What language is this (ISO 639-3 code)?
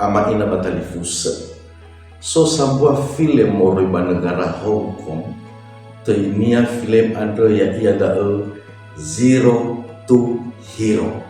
nia